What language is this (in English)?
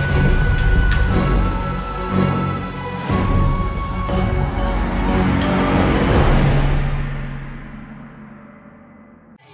Newari